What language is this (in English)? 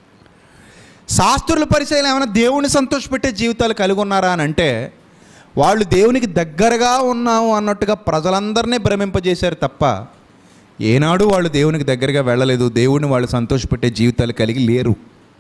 Telugu